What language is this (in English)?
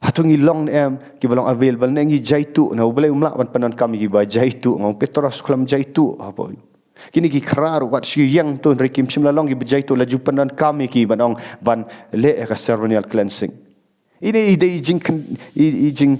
Khasi